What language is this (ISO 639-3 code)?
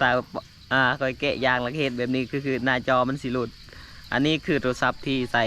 lao